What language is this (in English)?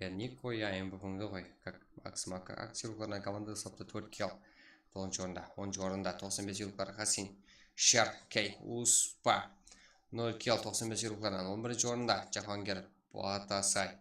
Kara-Kalpak